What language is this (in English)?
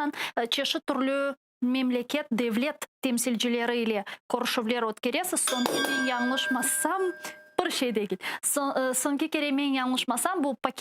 Crimean Tatar